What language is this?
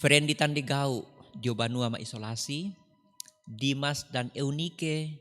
Toraja-Sa'dan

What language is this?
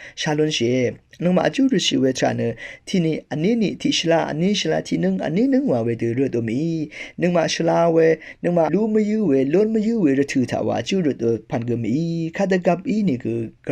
Rawang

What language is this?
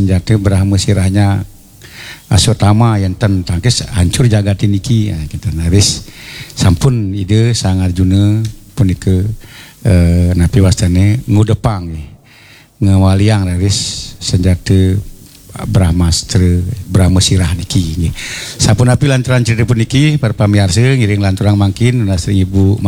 Balinese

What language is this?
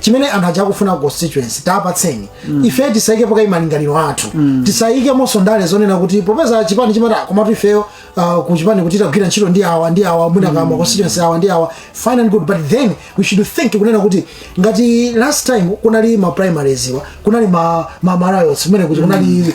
Nyanja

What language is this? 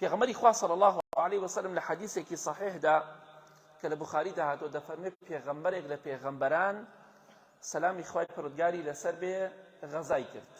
Central Kurdish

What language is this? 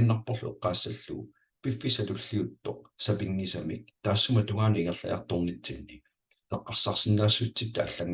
Kalaallisut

